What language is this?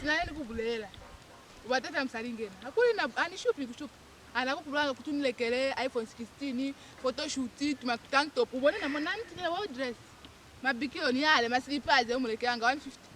Lozi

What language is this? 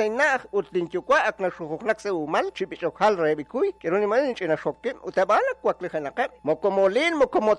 Kekchí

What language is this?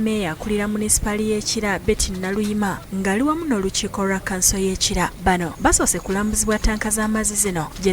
Ganda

